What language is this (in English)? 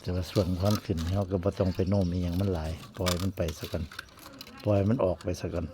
Northeastern Thai